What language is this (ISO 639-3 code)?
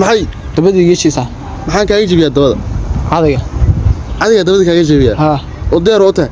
som